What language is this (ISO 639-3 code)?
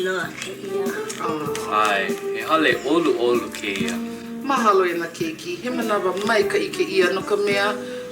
haw